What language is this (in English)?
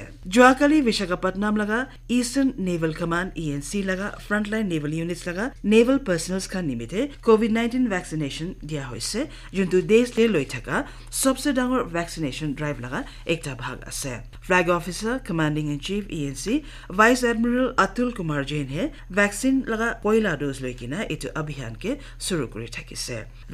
Naga Pidgin